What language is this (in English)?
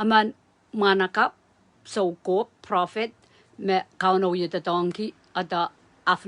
Pohnpeian